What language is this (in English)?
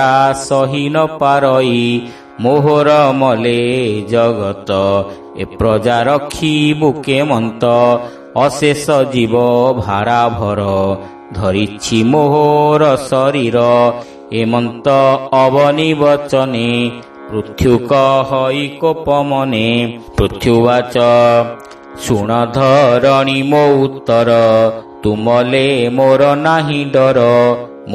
Odia